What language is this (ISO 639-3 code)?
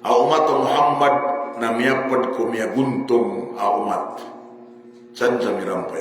mrw